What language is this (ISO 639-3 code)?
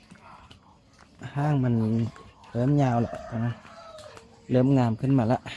lao